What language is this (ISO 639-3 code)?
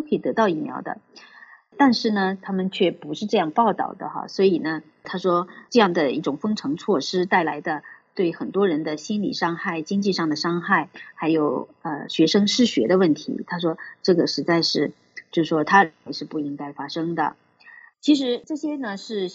zho